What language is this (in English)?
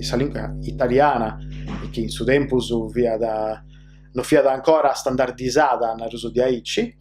Sardinian